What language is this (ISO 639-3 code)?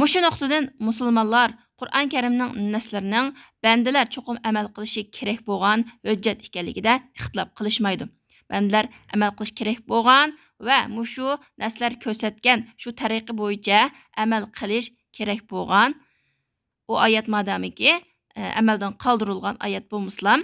uig